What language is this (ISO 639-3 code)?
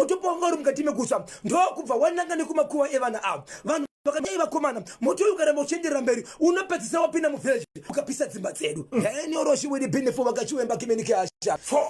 sna